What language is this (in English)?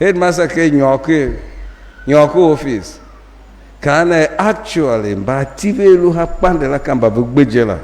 Tiv